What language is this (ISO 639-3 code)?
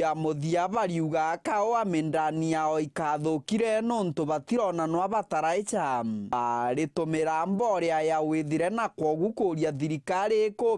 mer